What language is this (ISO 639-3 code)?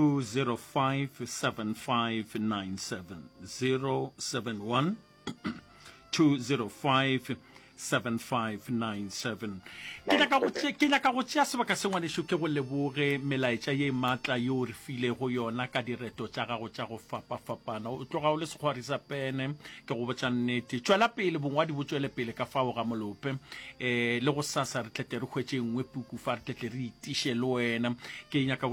nso